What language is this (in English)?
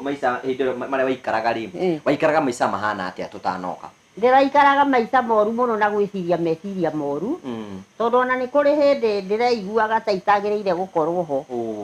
Kikuyu